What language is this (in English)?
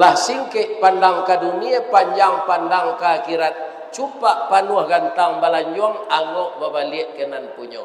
Minangkabau